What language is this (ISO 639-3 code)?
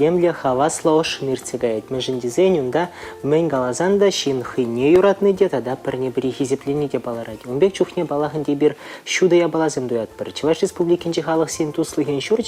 chv